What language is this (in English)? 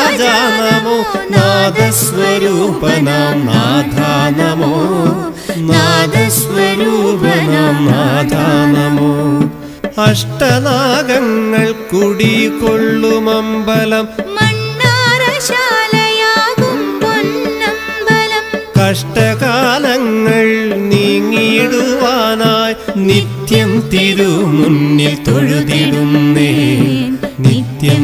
Malayalam